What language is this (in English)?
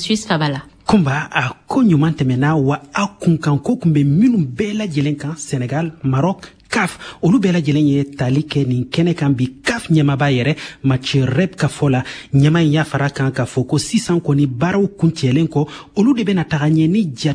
Bambara